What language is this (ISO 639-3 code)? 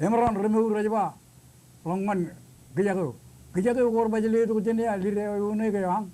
mah